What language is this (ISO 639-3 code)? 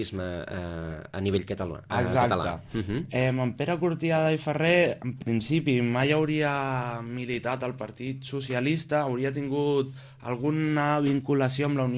cat